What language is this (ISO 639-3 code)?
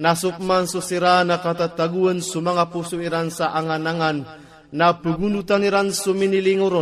mrw